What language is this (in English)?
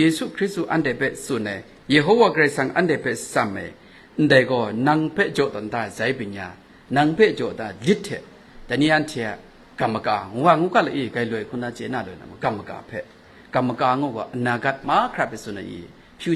Kachin